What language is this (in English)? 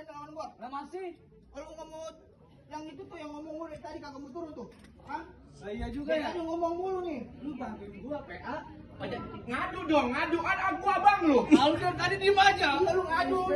Betawi